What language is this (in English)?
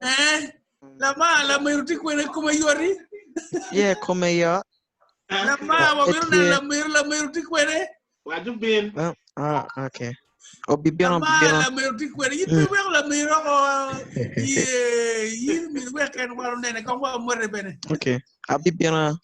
Acoli